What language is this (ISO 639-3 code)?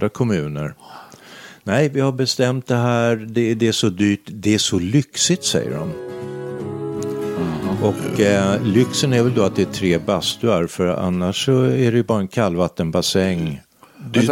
swe